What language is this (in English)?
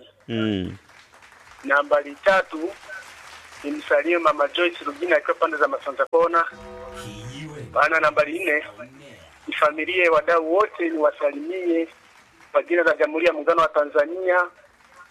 Swahili